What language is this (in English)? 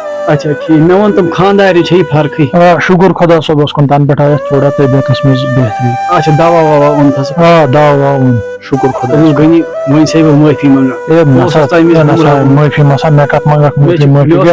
Kashmiri